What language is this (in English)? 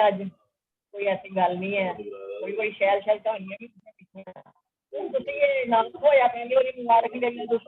Dogri